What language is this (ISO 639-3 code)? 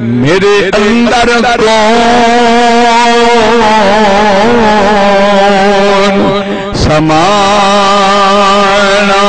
skr